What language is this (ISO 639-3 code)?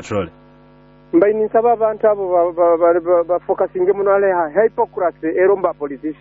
nyo